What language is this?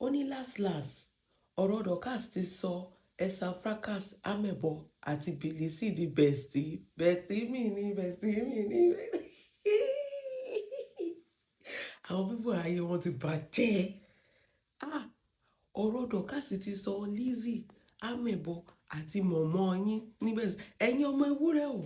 Yoruba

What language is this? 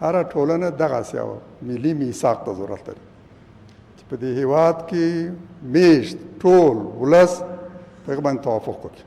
Pashto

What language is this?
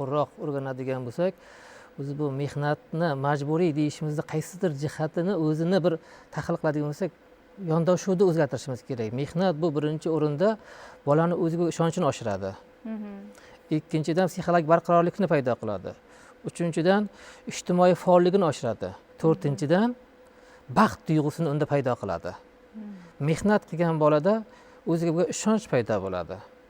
Uzbek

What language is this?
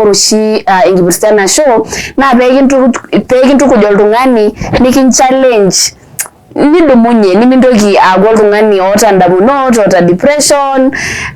Masai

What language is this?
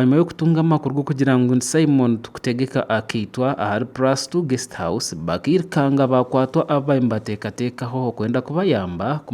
Nyankole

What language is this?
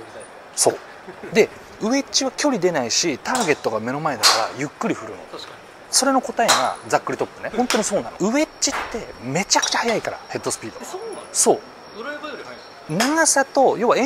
Japanese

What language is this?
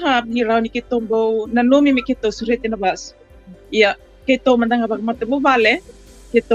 Fijian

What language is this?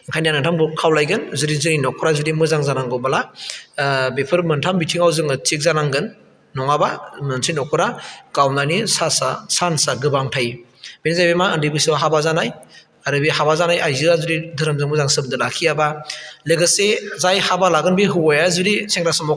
Bodo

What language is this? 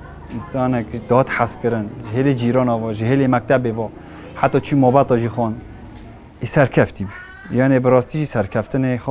Kurdish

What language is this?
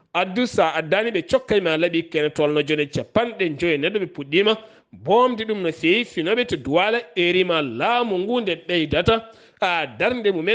Fula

